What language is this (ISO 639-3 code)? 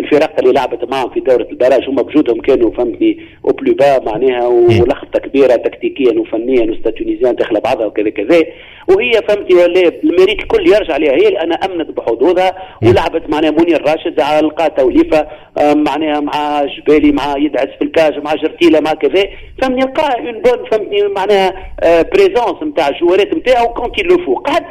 aeb